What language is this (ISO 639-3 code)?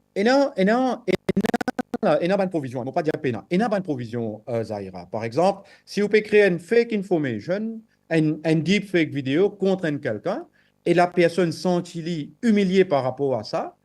mfe